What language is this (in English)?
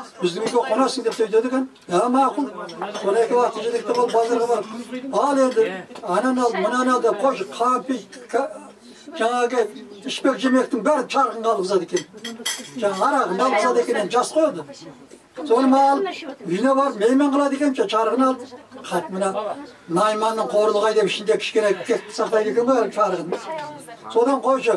Kazakh